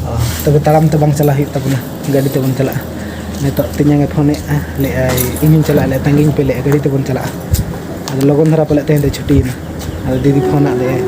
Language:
Santali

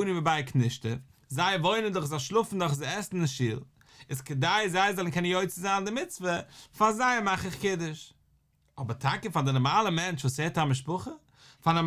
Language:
Yiddish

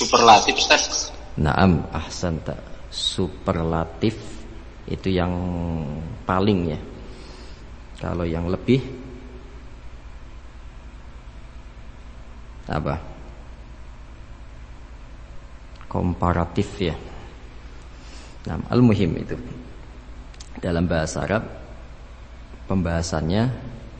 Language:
Indonesian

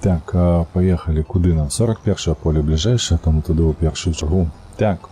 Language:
Belarusian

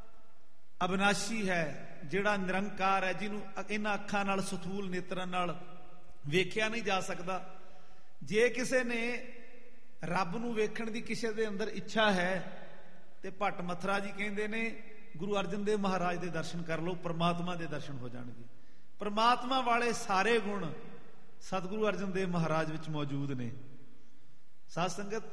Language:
Punjabi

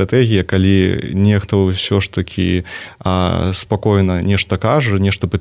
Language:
Belarusian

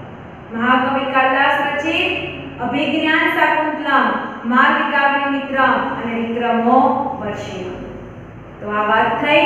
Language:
Gujarati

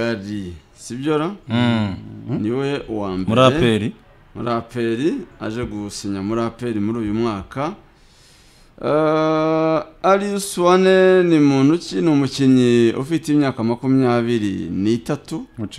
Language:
Kinyarwanda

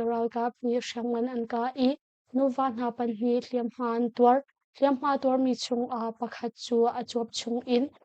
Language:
Hakha Chin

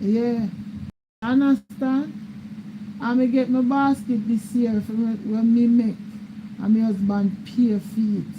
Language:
Jamaican Creole English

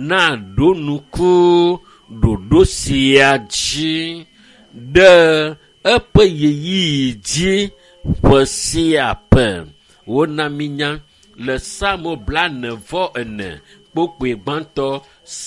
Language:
Ewe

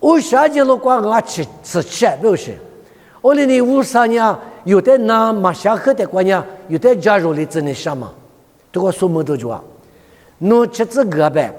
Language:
Lisu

